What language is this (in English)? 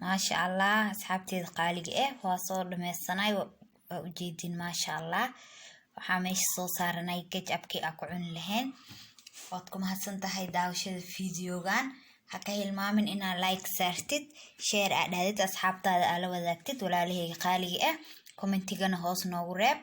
Somali